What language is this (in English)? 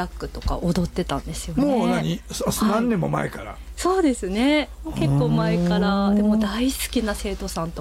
Japanese